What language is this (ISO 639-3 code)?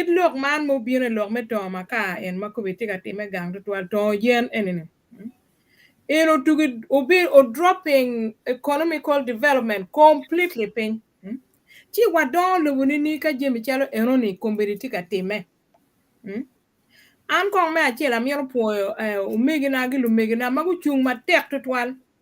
ach